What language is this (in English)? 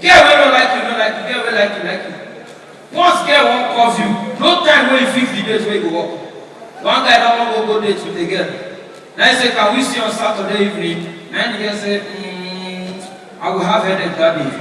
Nigerian Pidgin